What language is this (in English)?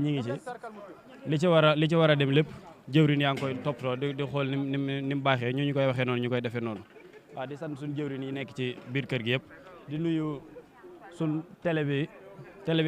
Wolof